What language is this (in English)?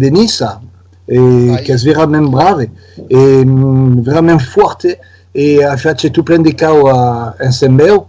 Occitan